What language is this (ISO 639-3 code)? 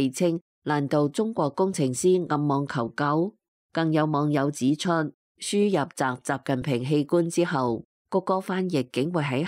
yue